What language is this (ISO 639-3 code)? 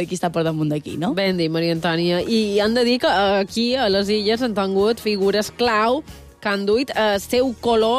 cat